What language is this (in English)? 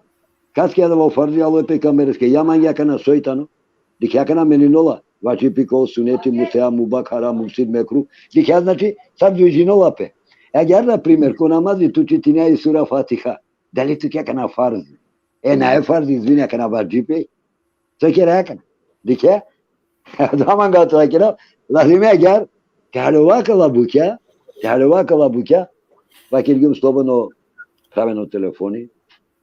Balkan Romani